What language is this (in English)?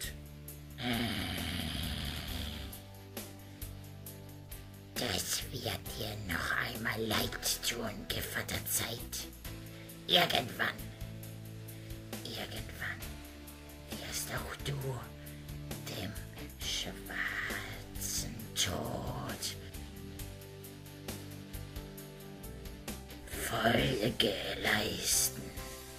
German